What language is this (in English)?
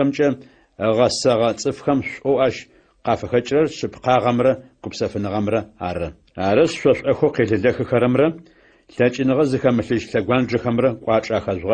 Adyghe